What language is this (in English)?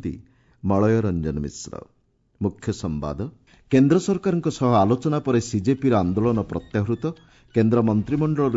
Odia